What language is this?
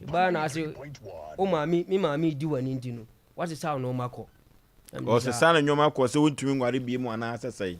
Akan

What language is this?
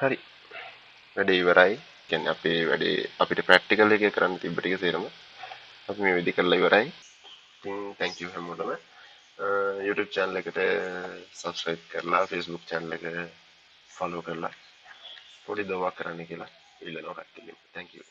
Sinhala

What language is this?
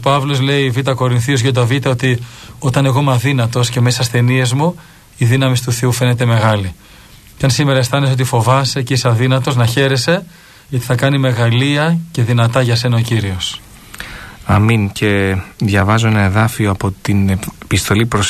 Greek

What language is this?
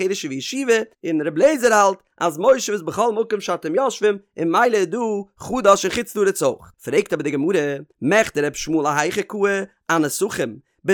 Yiddish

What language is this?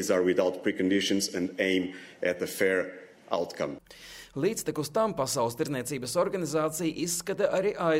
Latvian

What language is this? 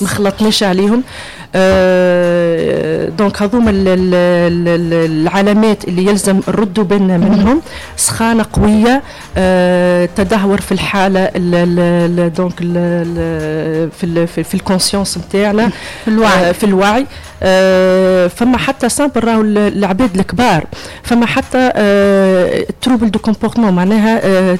Tunisian Arabic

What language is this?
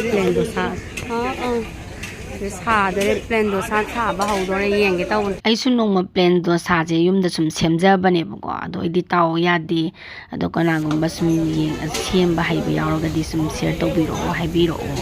Manipuri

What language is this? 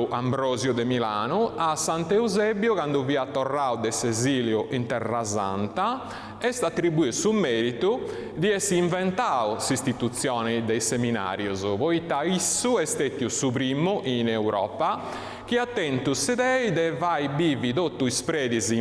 Sardinian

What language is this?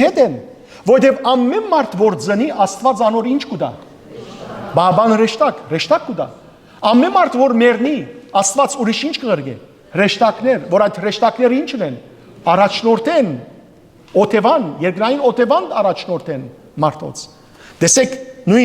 Western Armenian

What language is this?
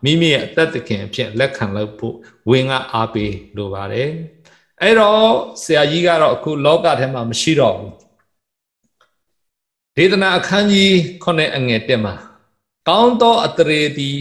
Burmese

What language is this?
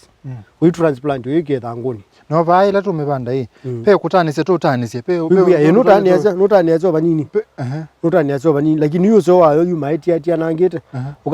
Kamba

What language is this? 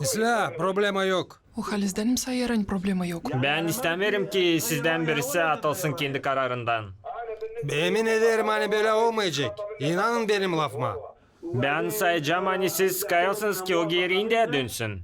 Gagauz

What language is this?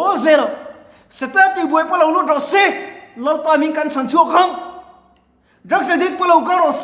Mizo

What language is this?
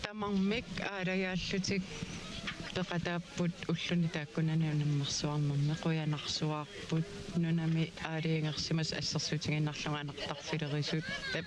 Kalaallisut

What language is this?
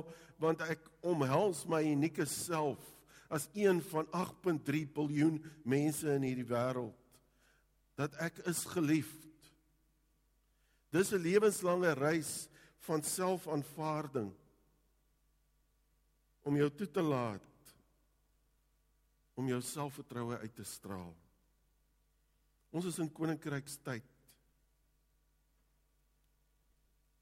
Afrikaans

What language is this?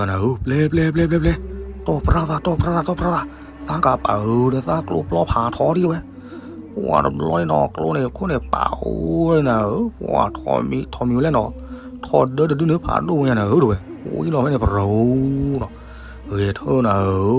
S'gaw Karen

